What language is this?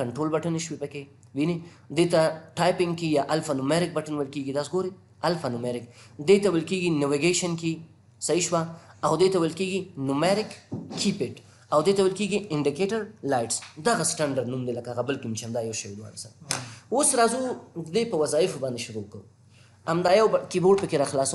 Pashto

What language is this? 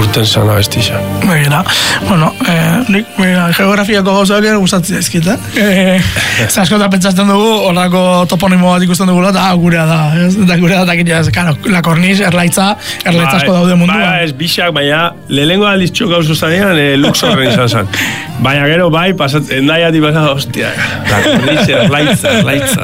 Basque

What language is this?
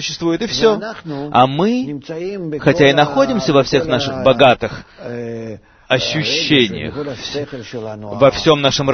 Russian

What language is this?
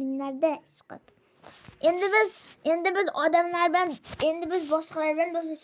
Uzbek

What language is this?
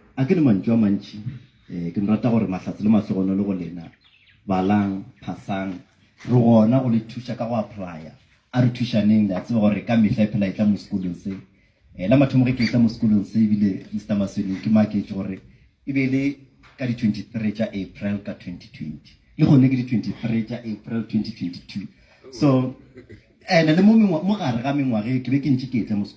Northern Sotho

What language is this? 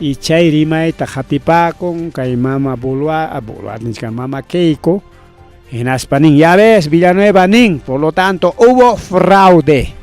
Ayacucho Quechua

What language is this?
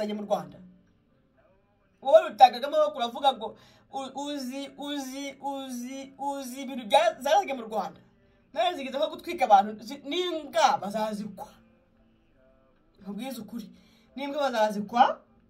Kinyarwanda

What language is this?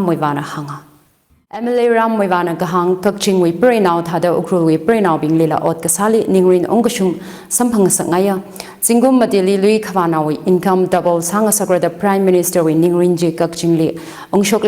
Tangkhul Naga (India)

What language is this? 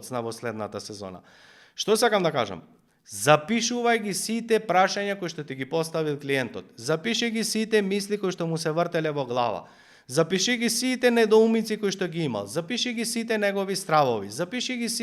Macedonian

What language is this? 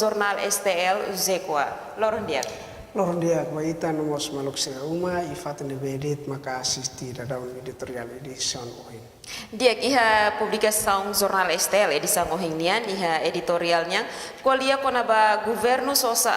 Tetum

